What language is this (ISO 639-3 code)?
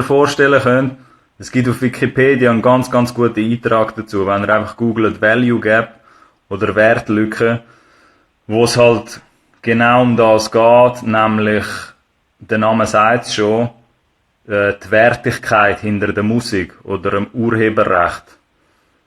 gsw